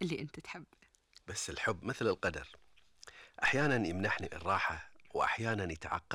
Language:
Gulf Arabic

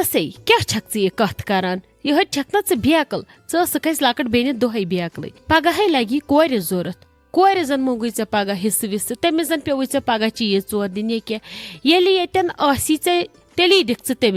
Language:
Kashmiri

